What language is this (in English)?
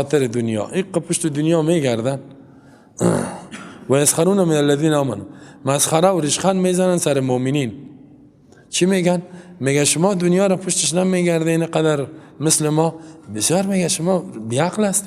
Persian